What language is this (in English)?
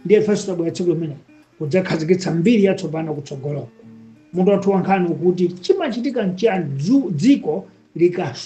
Nyanja